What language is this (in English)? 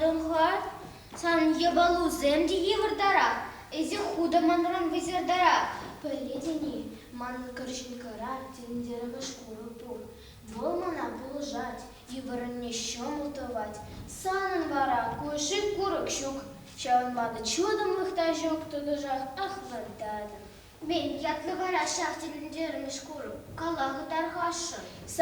Chuvash